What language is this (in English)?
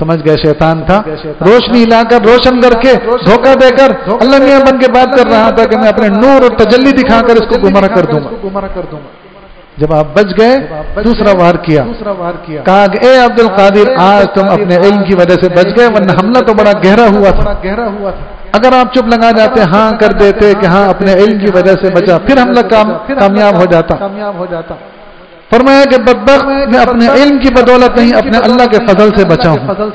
Urdu